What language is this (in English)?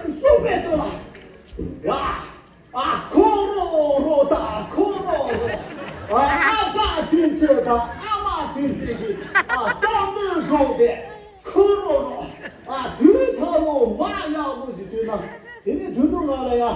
Tibetan